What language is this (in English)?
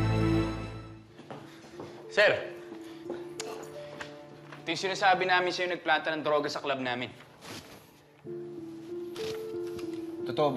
Filipino